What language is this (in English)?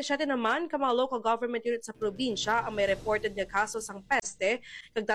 Hiligaynon